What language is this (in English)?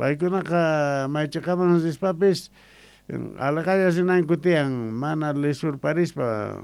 South Bolivian Quechua